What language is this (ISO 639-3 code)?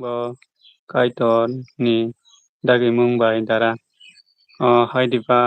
trp